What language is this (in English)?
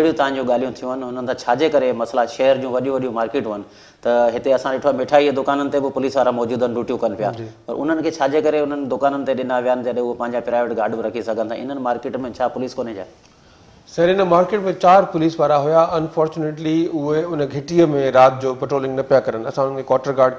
Sindhi